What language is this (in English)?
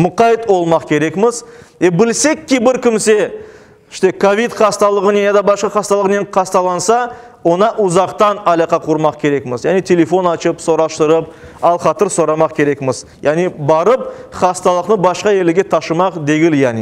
Crimean Tatar